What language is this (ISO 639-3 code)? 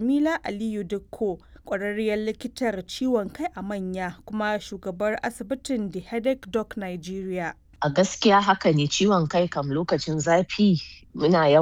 hau